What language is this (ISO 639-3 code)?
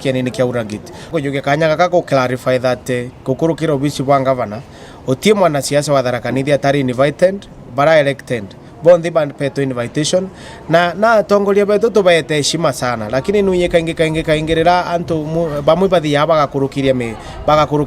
mer